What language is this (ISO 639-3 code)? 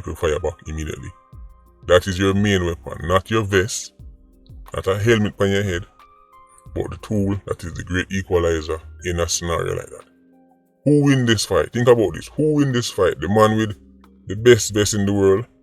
jam